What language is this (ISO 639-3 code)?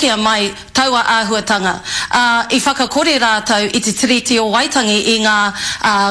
mri